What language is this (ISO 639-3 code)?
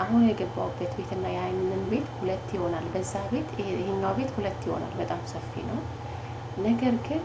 amh